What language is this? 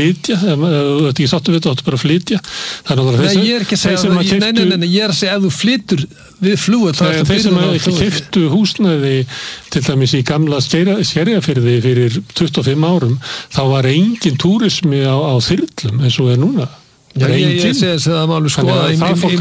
Icelandic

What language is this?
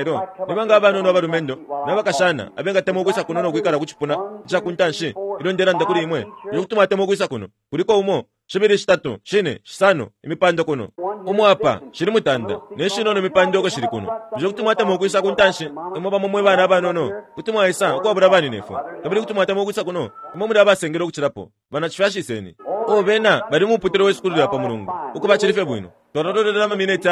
Bemba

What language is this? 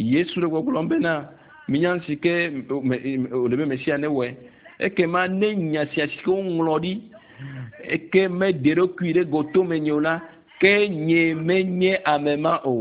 Ewe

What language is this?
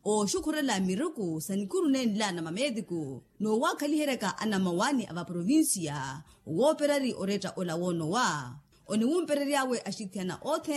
Makhuwa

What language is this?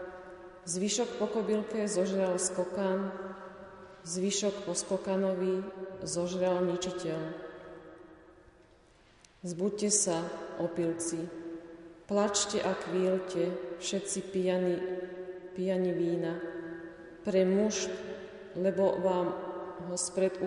Slovak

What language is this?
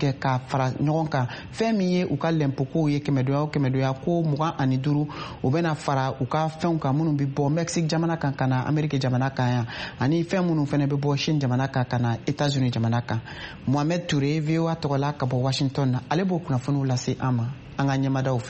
Bambara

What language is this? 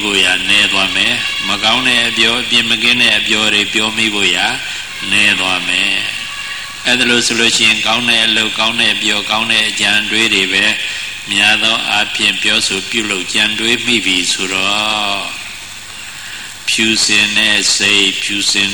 Burmese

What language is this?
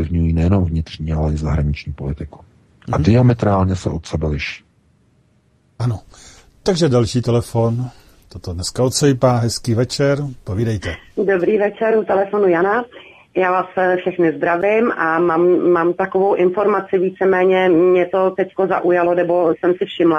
Czech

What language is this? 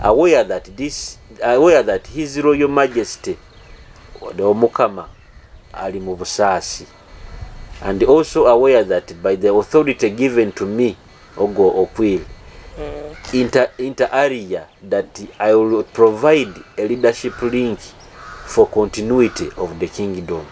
Nyoro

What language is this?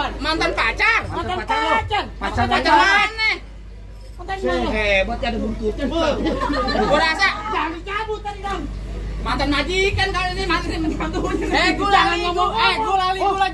Betawi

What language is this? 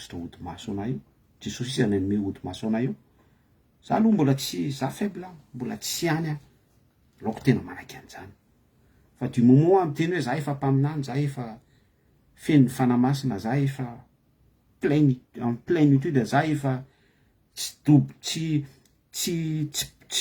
Malagasy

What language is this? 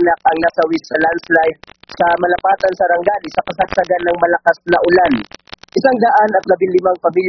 Filipino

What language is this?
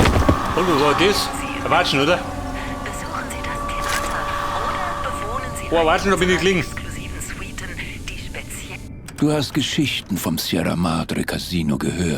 Bavarian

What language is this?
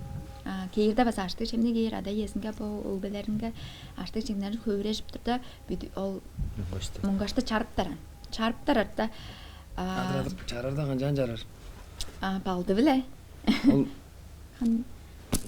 Tuvinian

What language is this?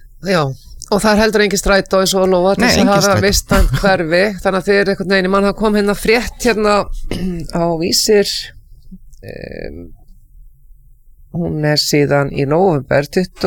Icelandic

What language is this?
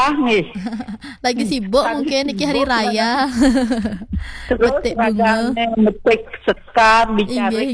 Balinese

